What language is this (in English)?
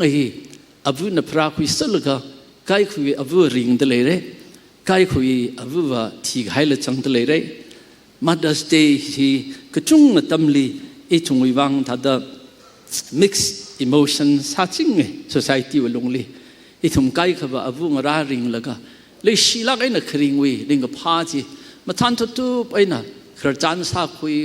Tangkhul Naga (India)